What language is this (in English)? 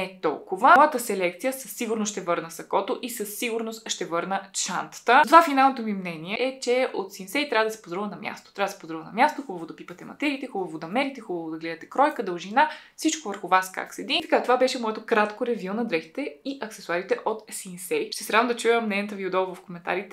Bulgarian